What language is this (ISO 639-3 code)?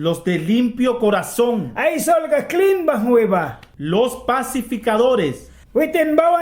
miq